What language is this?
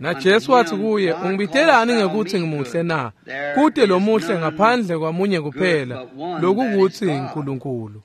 Swati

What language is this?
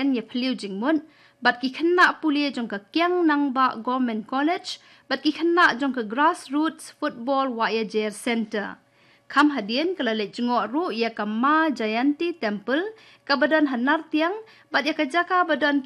Khasi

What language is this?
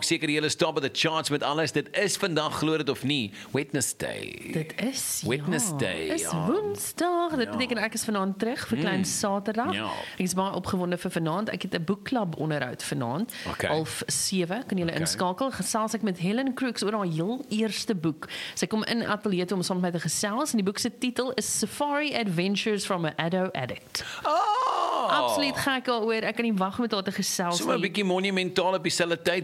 Afrikaans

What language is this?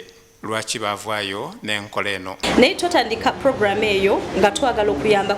Soga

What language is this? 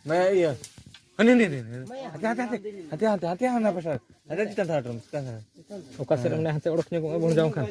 Santali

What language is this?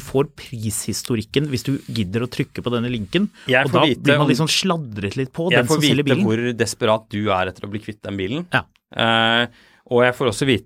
Norwegian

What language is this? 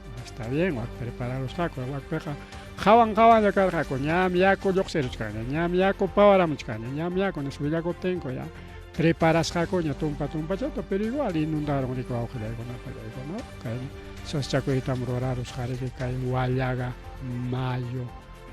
Ayacucho Quechua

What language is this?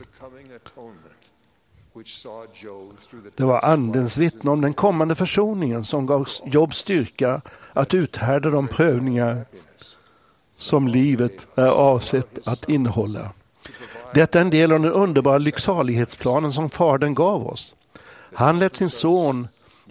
Swedish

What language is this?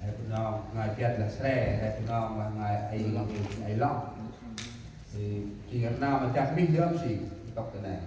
Central Mnong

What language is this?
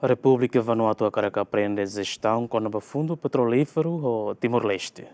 Tetum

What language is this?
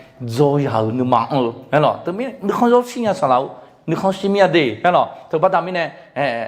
Akha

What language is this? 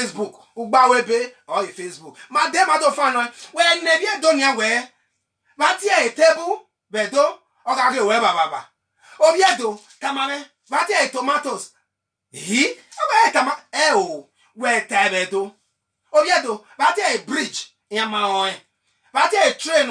Bini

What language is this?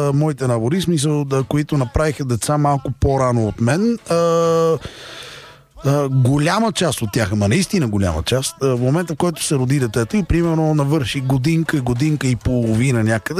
Bulgarian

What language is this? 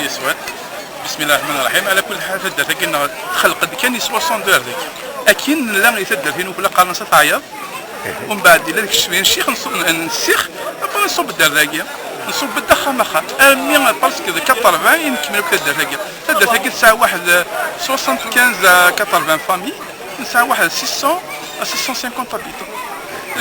Kabyle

